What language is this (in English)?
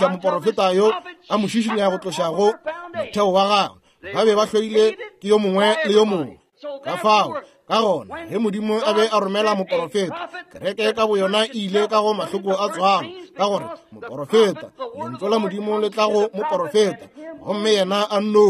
Northern Sotho